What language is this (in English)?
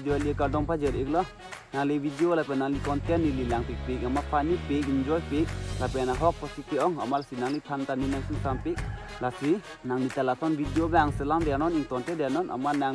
Karbi